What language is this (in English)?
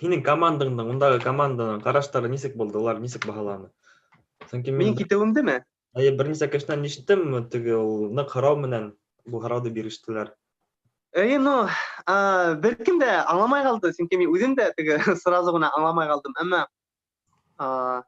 Bashkir